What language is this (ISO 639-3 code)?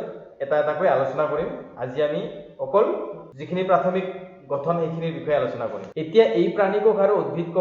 asm